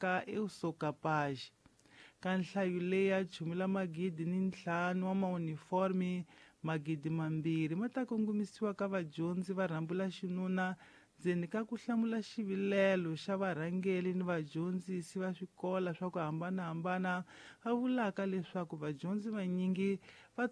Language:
Tsonga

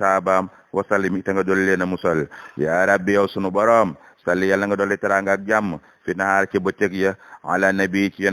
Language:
Wolof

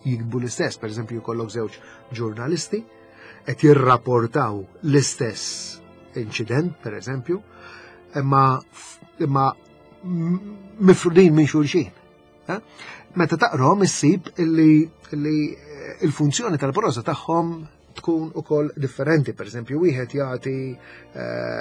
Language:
Maltese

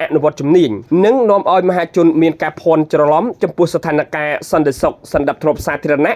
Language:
Khmer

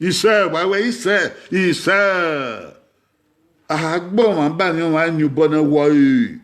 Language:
Bini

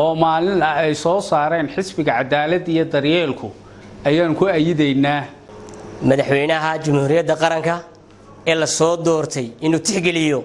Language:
Somali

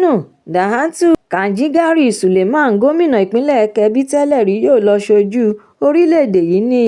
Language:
Yoruba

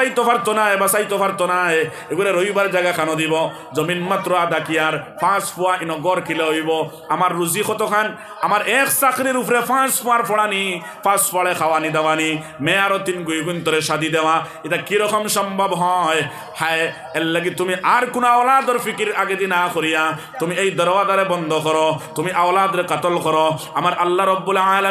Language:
Sylheti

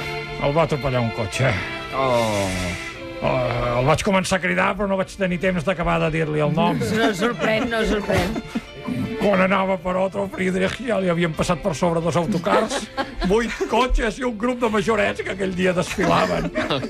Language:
Catalan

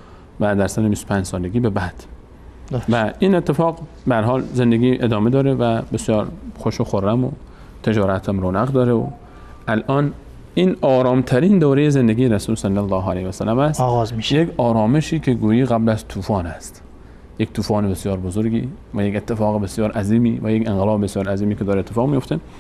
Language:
Persian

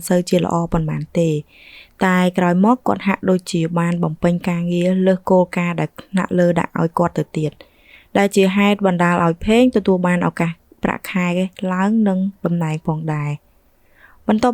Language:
Khmer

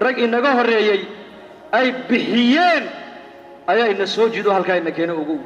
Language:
Somali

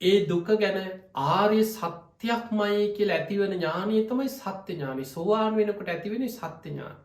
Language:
Sinhala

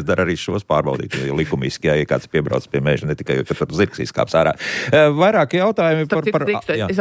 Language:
Latvian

